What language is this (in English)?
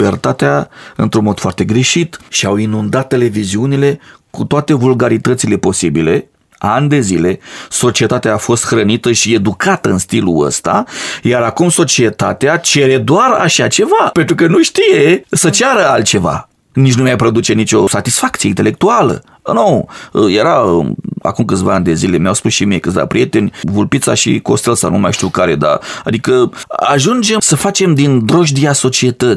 Romanian